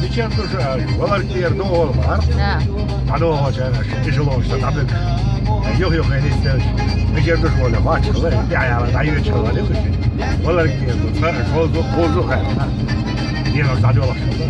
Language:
Chechen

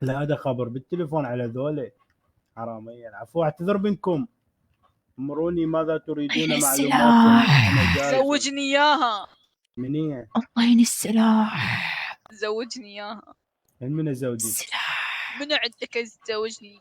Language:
Mesopotamian Arabic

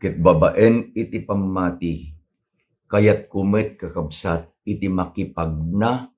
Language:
Iloko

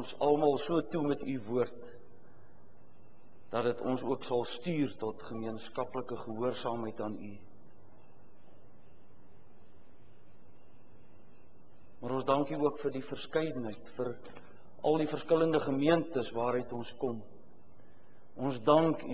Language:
Afrikaans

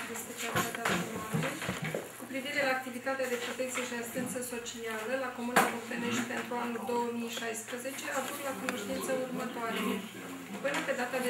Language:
Romanian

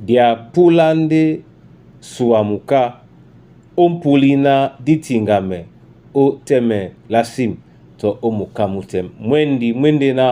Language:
Duala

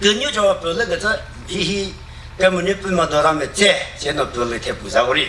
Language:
Chokri Naga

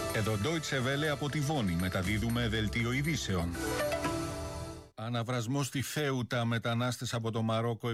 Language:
Greek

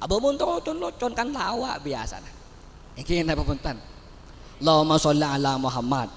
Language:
Madurese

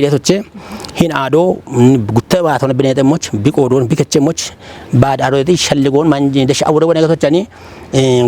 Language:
Kafa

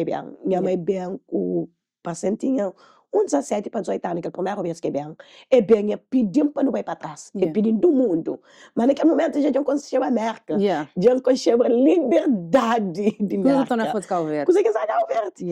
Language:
Kabuverdianu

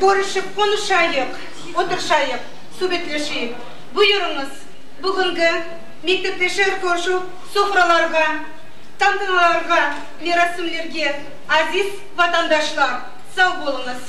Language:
Crimean Tatar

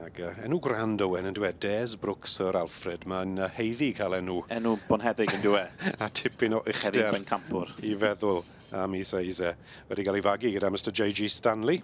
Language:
Welsh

